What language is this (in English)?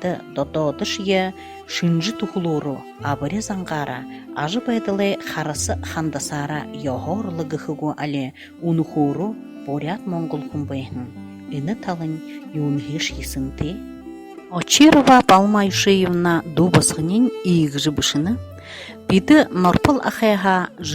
Buriat